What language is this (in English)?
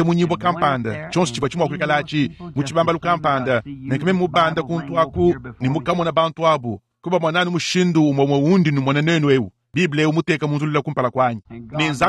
Luba-Lulua